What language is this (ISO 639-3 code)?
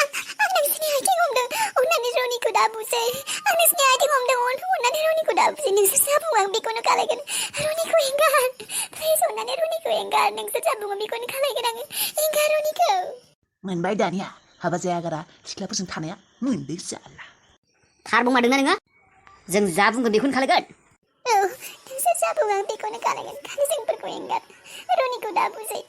brx